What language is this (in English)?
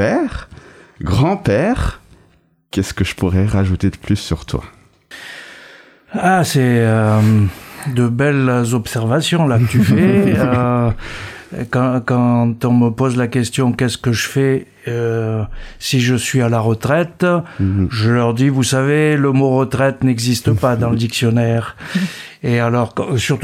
French